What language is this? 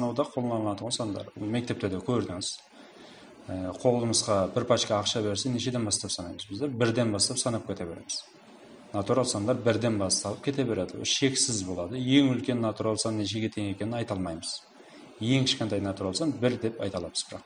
Kara-Kalpak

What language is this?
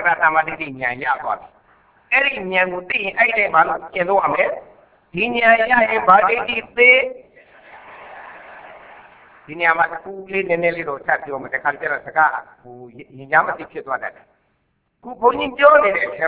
Burmese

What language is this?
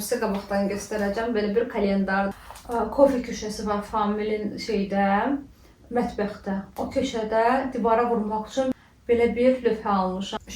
Azerbaijani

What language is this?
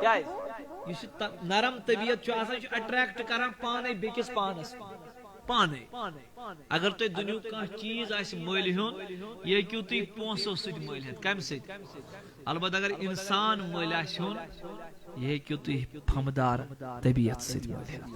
Kashmiri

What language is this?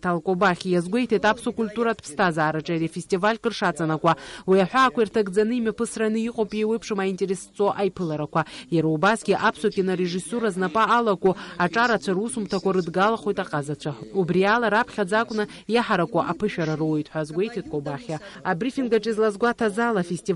Abkhazian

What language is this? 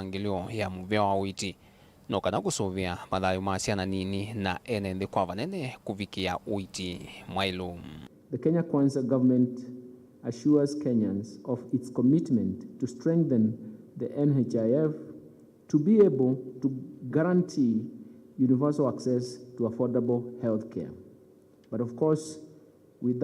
Kamba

